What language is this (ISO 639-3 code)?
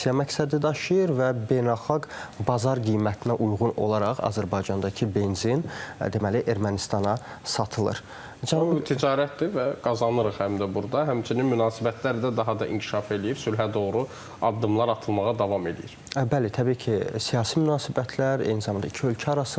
aze